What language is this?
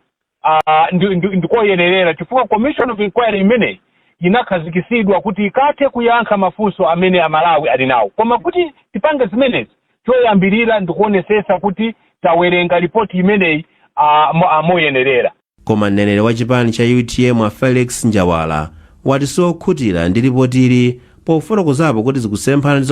Nyanja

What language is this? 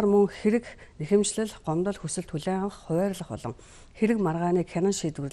Mongolian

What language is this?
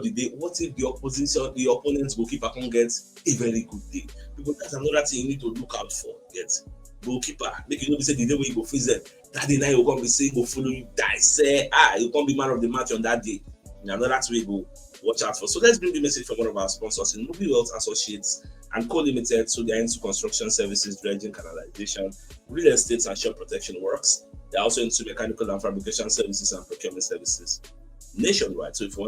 Nigerian Pidgin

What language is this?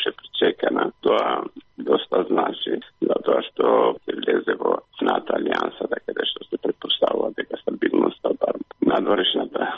Macedonian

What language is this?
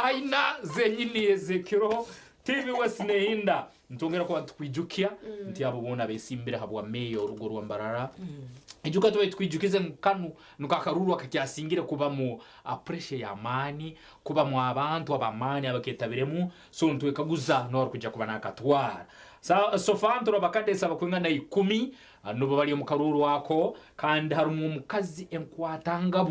Nyankole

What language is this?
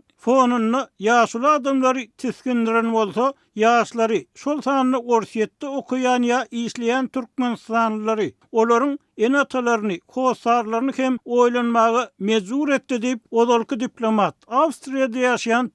Turkmen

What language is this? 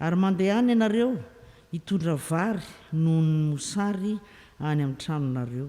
Malagasy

